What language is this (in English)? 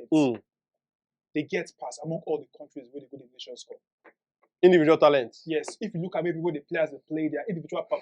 Nigerian Pidgin